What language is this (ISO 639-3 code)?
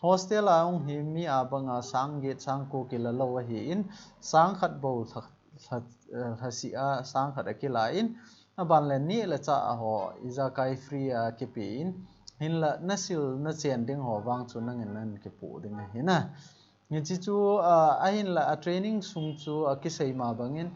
tcz